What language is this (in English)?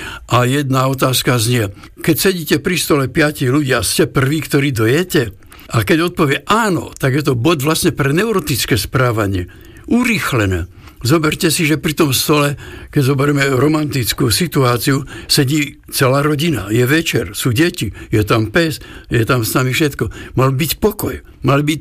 Slovak